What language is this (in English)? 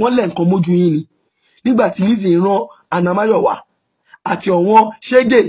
Yoruba